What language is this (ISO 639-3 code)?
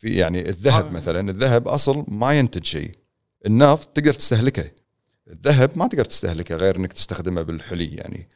afb